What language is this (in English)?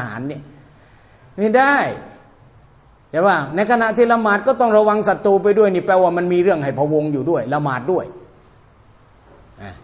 Thai